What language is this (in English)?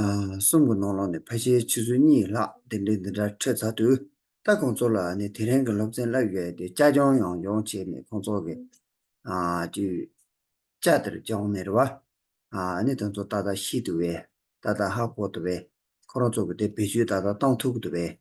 Tibetan